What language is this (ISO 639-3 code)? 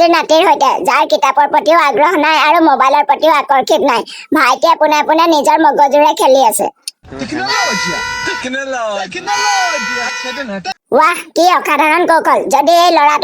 asm